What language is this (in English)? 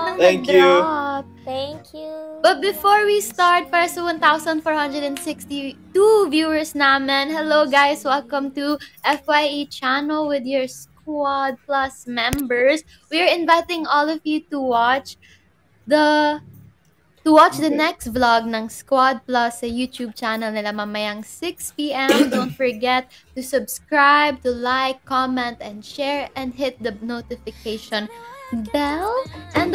Filipino